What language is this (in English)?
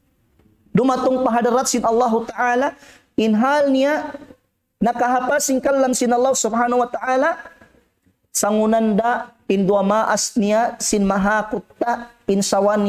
Tausug